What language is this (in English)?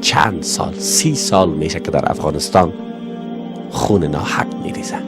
Persian